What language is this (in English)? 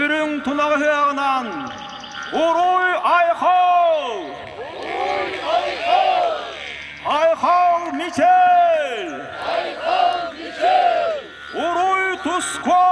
Yakut